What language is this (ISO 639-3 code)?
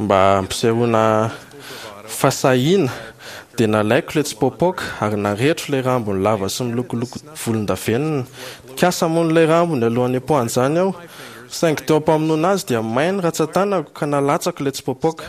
mlg